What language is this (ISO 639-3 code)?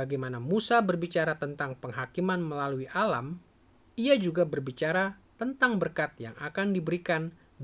ind